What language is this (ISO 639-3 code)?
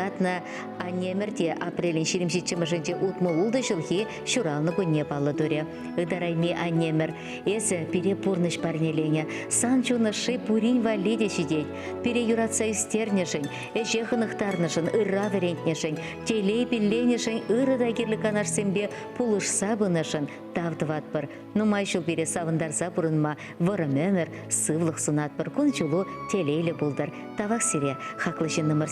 chv